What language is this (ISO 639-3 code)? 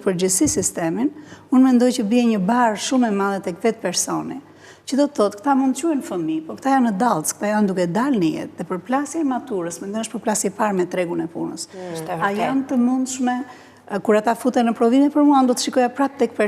sqi